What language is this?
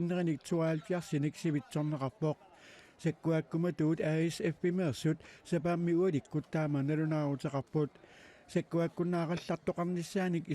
Kalaallisut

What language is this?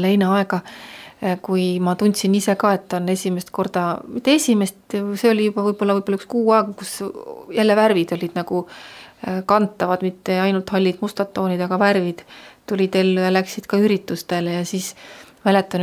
Estonian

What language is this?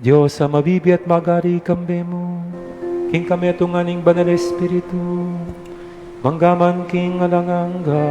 Pampanga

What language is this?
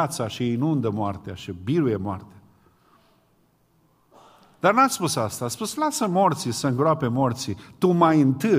Romanian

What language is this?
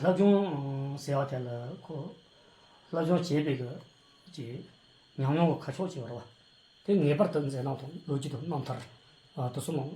Tibetan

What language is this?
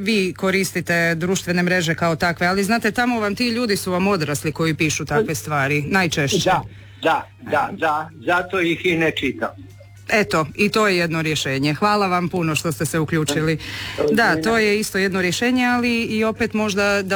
Croatian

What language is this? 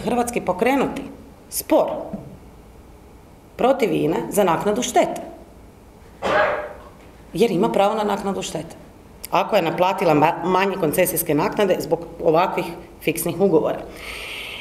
Croatian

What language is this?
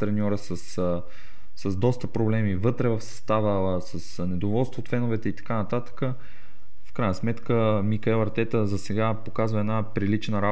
Bulgarian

